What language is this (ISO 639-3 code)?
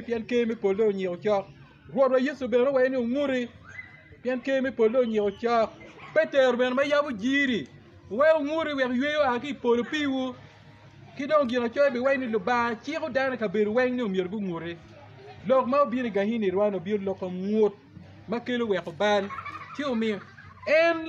ach